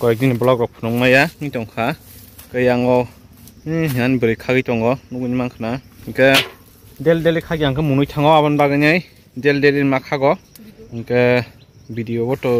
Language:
Kok Borok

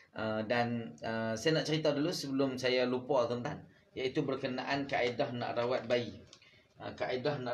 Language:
Malay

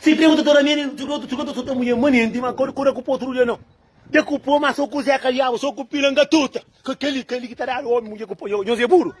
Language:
Kabuverdianu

